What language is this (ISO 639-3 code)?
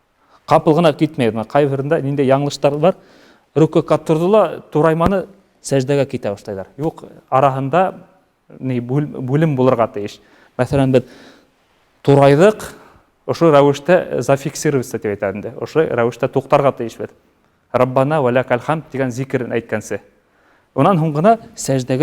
bak